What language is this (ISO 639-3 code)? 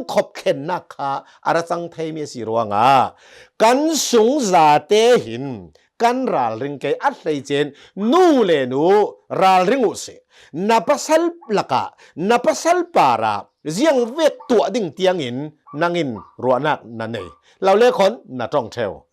cnh